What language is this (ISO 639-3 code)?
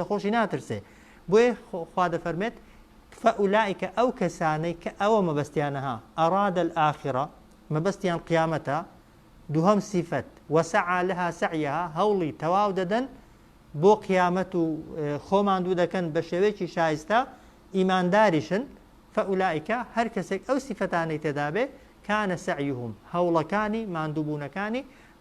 ckb